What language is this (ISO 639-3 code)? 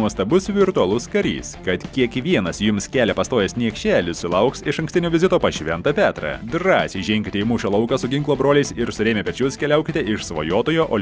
lit